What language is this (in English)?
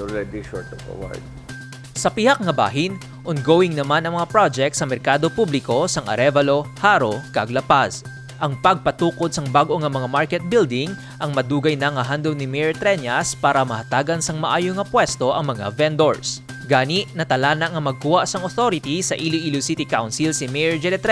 Hiligaynon